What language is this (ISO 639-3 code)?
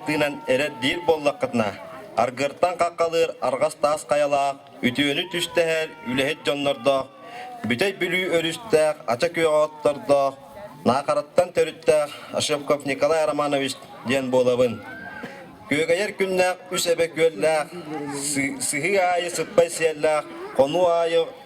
sah